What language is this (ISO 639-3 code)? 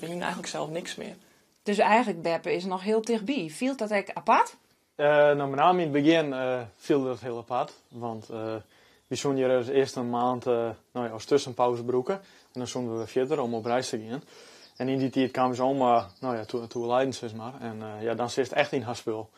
fry